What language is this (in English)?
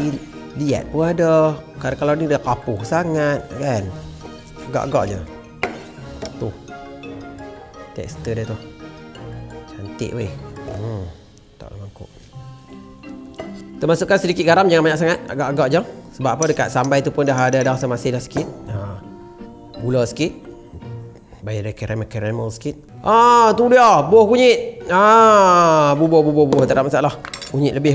Malay